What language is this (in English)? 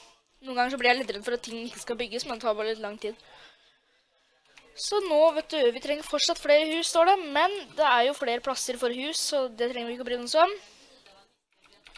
Norwegian